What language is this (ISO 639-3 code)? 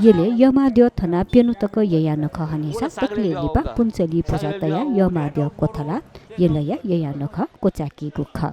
new